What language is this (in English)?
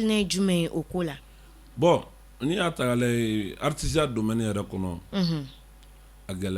Bambara